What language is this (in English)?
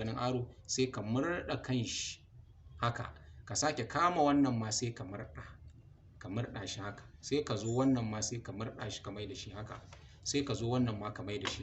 Hausa